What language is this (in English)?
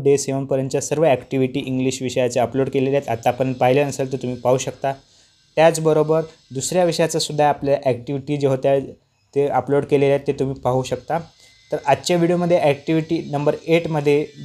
Marathi